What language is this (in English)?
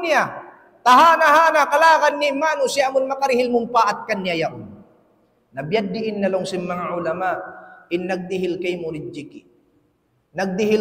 Tausug